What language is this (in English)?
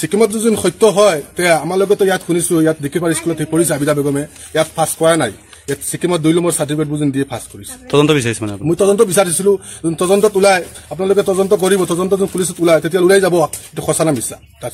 Assamese